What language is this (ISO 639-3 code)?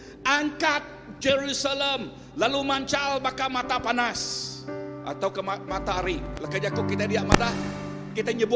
iba